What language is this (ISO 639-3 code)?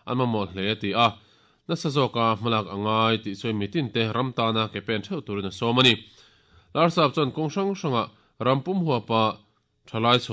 lus